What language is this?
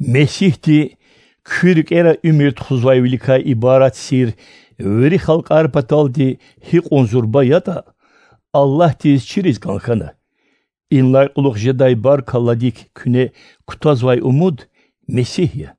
Lezghian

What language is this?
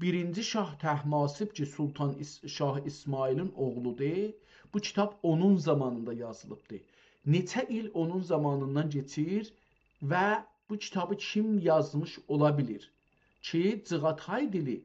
South Azerbaijani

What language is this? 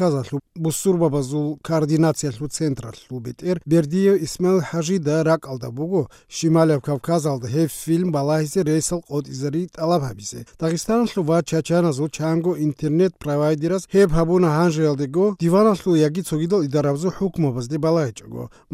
Avaric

